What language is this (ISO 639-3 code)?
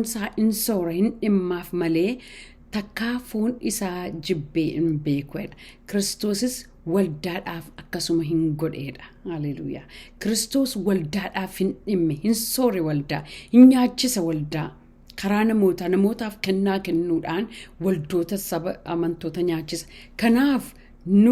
orm